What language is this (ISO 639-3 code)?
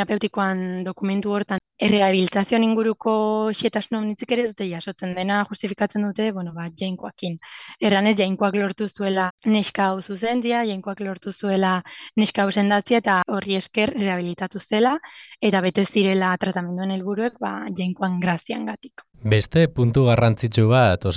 eus